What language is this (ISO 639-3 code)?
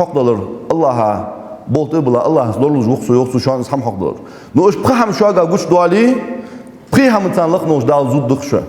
inh